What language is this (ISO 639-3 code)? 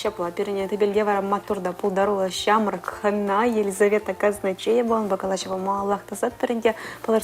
chv